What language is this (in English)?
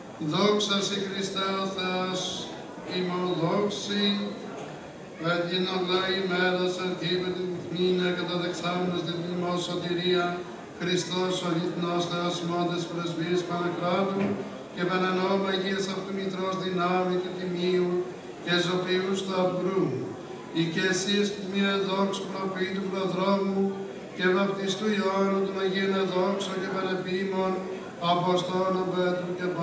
Greek